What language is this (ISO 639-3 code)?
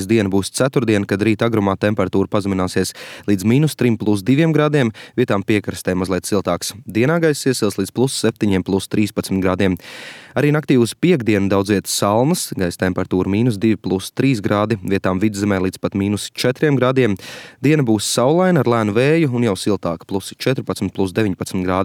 lav